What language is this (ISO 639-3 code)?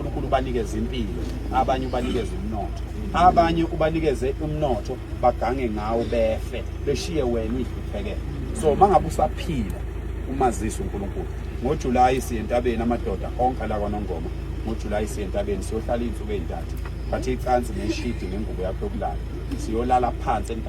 zul